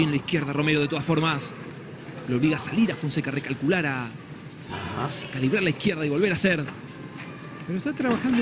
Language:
Spanish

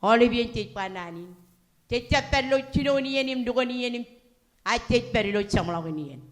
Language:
Marshallese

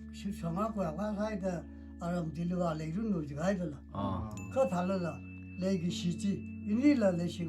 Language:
Tangkhul Naga (India)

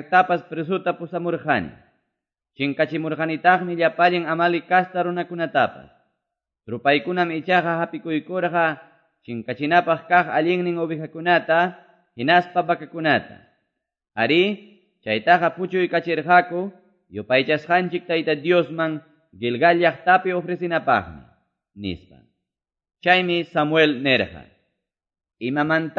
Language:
Quechua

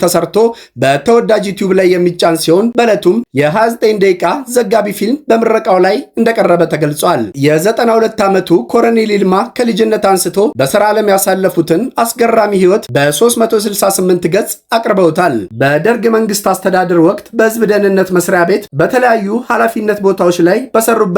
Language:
Amharic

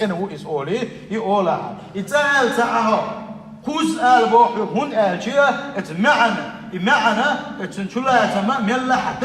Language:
Chechen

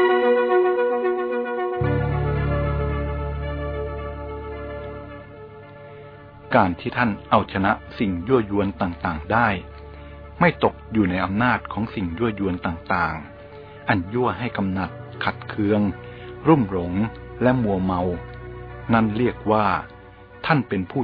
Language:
Thai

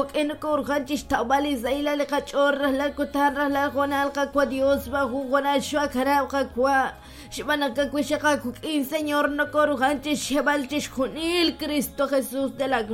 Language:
Kekchí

